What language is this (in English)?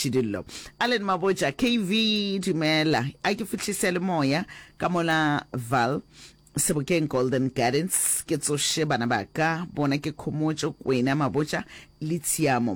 Northern Sotho